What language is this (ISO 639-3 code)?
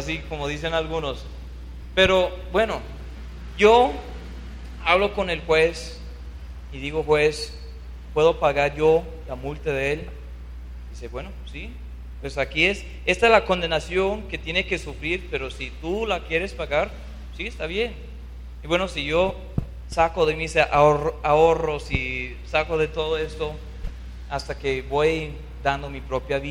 spa